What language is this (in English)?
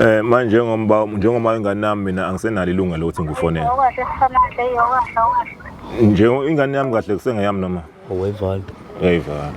Zulu